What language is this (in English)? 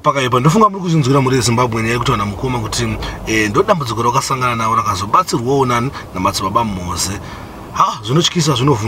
Shona